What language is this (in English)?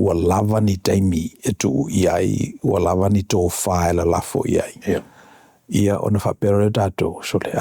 Samoan